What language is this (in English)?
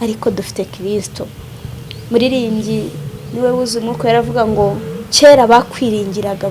Kinyarwanda